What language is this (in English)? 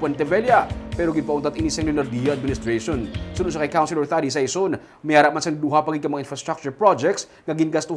Hiligaynon